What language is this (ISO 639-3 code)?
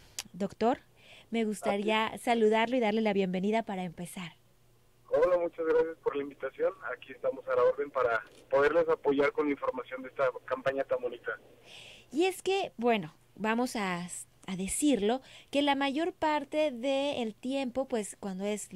spa